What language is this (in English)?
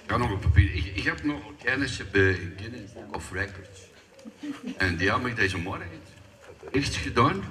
Limburgish